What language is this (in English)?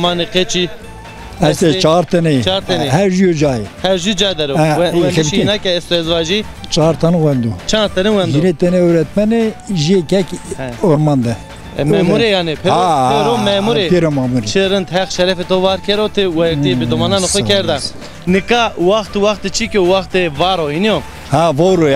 Zaza